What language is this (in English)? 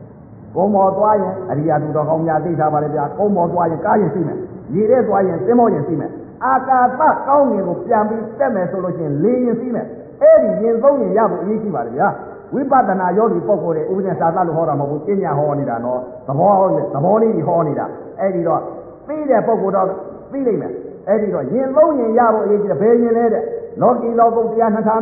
Burmese